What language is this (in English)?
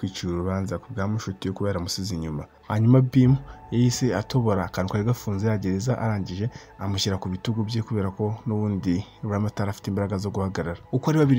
Kinyarwanda